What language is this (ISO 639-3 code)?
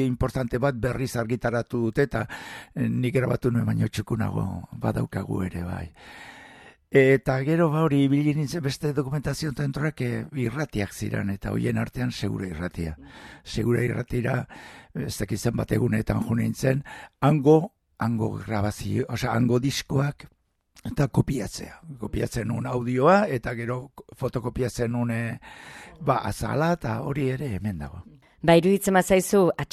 eus